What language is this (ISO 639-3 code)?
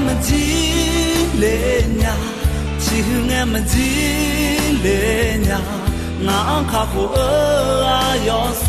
ahk